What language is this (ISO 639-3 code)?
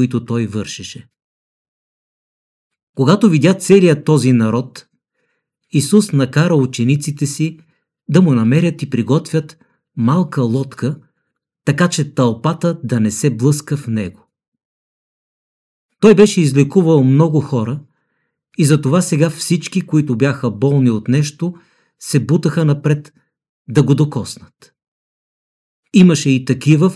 bul